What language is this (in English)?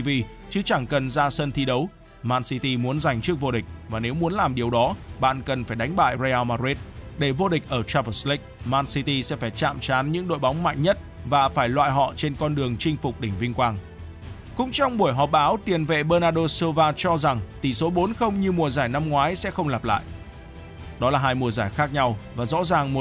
Vietnamese